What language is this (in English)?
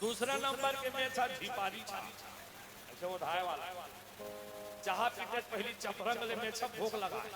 Chhattisgarhi